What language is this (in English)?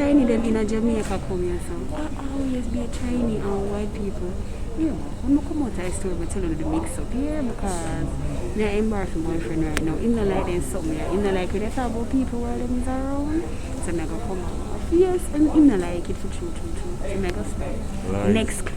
Jamaican Creole English